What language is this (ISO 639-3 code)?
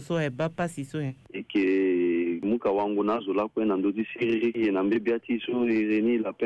sag